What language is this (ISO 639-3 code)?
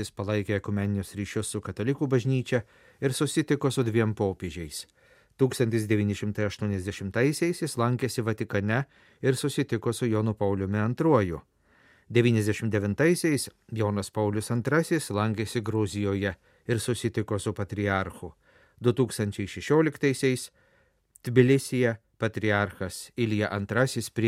lit